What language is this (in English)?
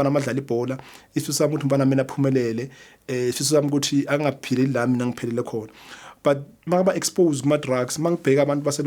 Zulu